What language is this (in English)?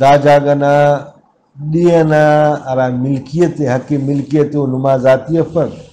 Brahui